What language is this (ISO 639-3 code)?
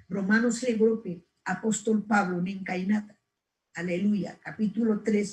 quy